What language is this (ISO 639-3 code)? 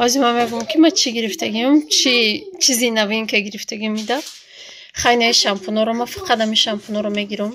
tgk